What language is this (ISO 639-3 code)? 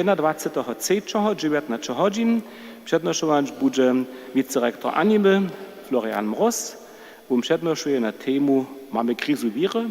hsb